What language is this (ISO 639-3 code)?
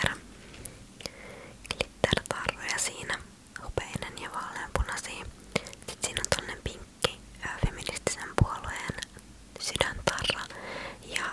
fin